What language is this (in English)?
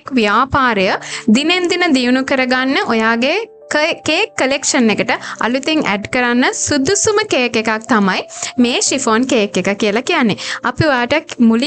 Sinhala